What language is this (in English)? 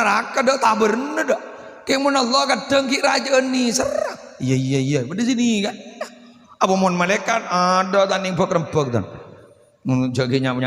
Madurese